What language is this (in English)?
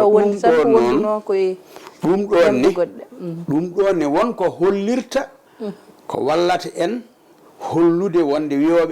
Fula